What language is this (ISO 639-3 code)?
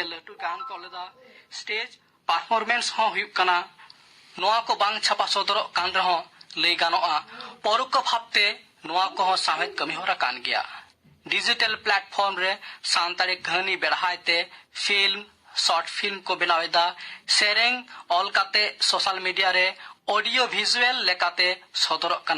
sat